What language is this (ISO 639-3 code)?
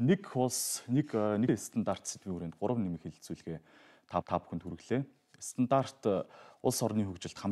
mon